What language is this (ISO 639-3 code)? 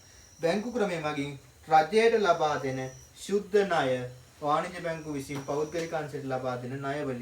sin